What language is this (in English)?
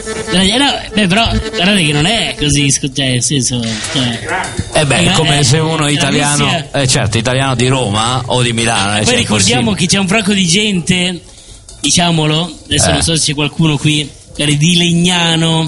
Italian